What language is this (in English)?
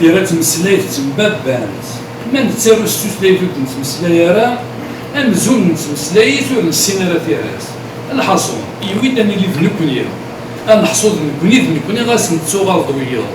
Kabyle